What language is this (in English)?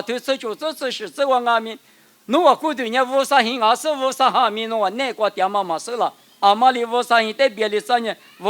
Lisu